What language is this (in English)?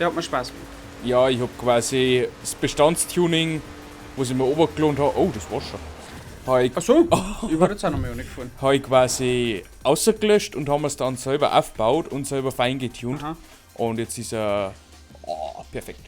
Bavarian